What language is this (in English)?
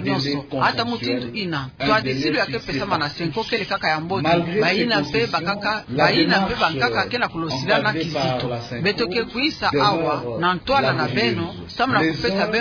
Kituba (Democratic Republic of Congo)